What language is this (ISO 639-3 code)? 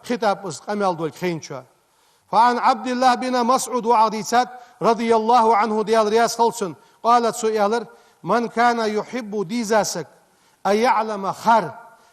inh